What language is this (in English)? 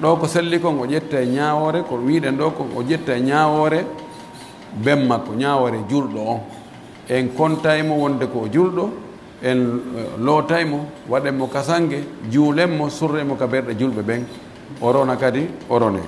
Pular